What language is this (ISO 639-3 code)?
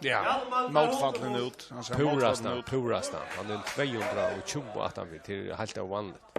fao